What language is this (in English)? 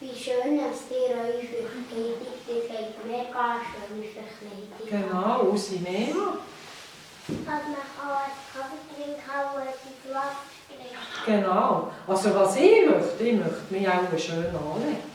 Swiss German